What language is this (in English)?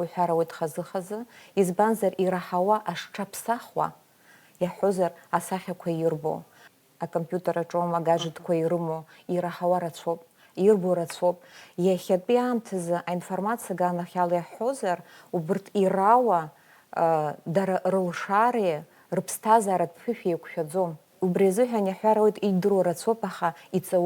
Abkhazian